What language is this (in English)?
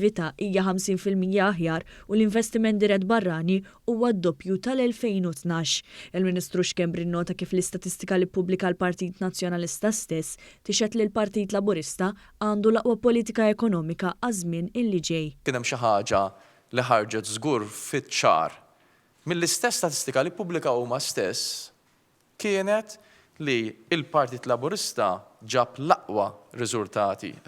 Maltese